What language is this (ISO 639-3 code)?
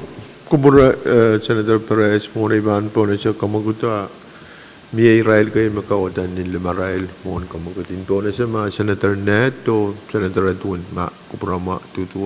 pon